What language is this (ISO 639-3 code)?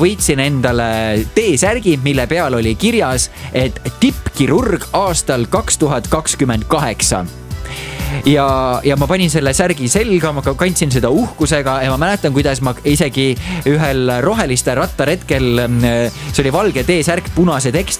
est